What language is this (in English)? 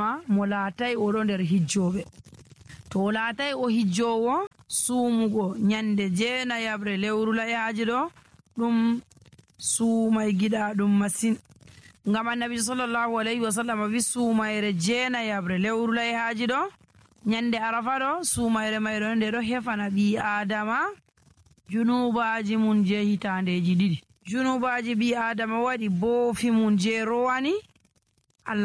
Nigerian Fulfulde